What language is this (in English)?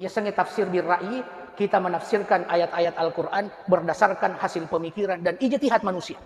Buginese